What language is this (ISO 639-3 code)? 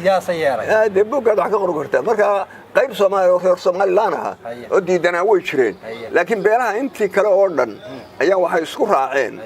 som